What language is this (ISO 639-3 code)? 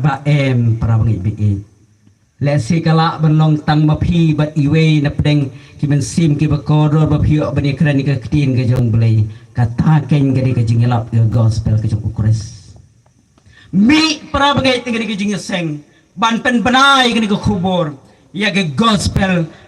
kha